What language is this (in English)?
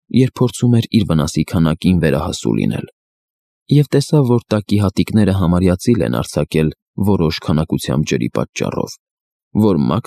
Armenian